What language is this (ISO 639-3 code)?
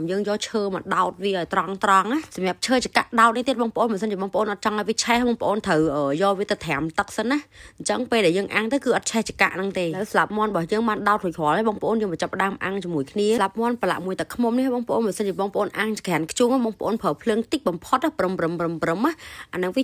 khm